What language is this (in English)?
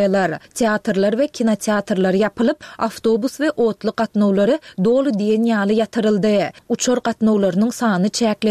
Turkmen